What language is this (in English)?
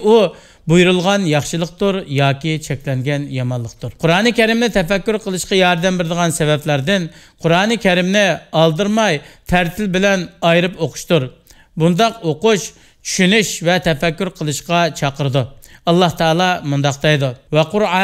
Uyghur